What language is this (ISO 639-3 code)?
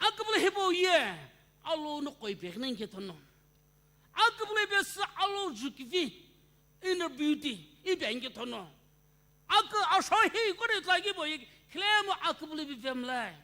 nsm